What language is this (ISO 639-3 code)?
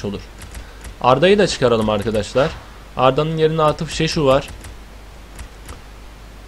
tur